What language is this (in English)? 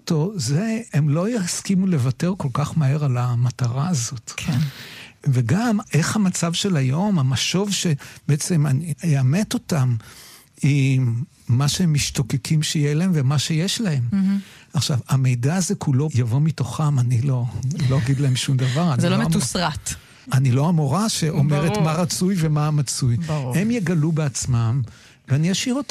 Hebrew